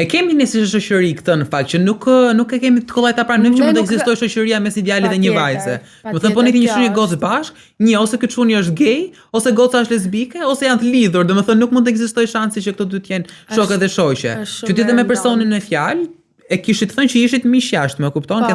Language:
Albanian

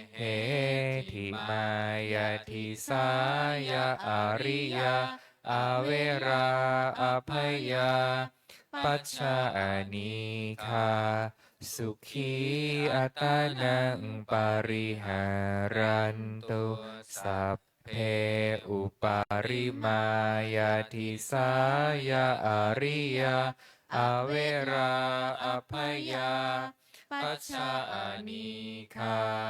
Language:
Pali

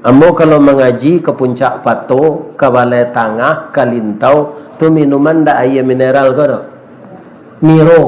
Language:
Minangkabau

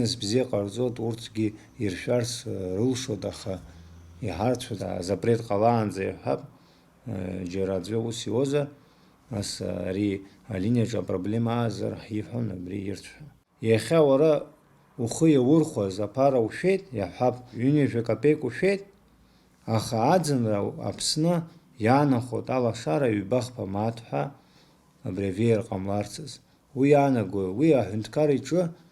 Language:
Abkhazian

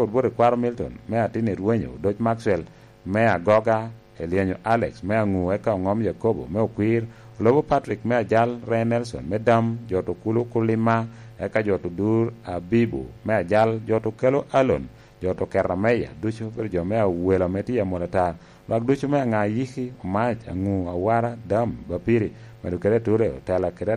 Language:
Lango (Uganda)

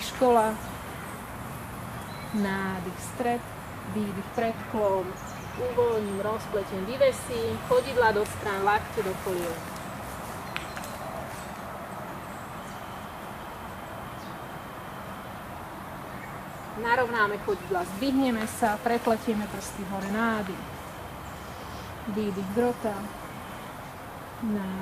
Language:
Slovak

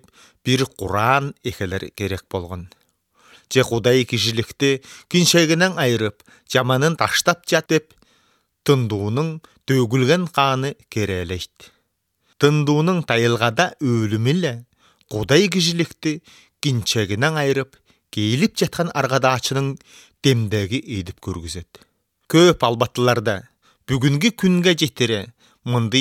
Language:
Kyrgyz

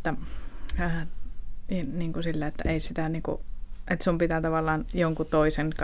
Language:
Finnish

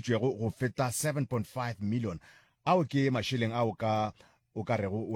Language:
Northern Sotho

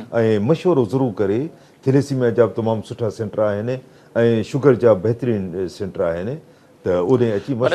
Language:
Sindhi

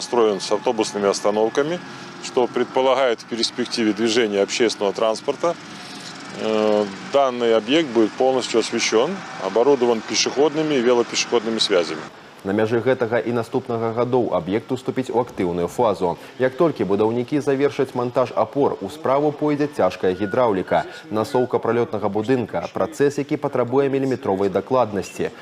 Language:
Belarusian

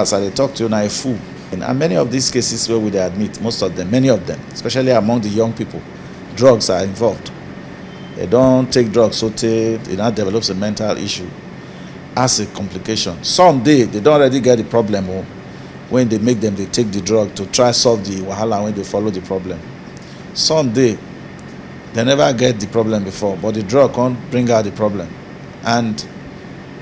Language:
Nigerian Pidgin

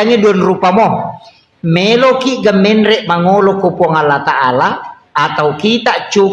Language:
Buginese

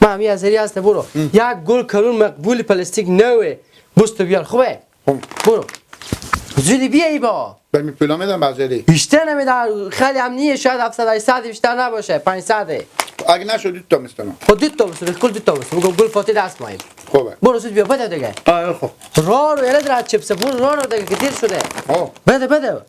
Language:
Persian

